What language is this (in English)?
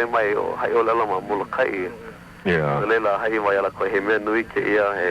Hawaiian